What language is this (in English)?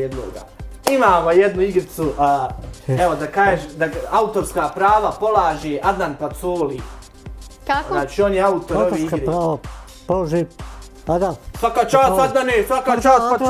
Bosnian